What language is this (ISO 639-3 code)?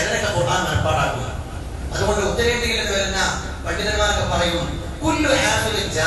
mal